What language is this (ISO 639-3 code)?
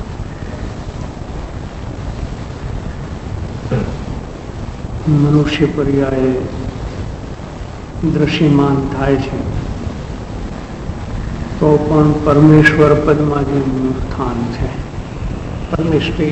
guj